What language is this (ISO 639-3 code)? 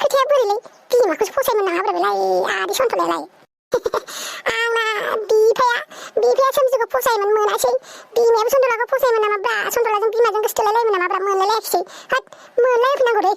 brx